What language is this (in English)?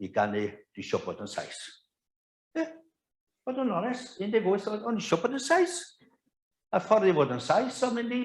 Welsh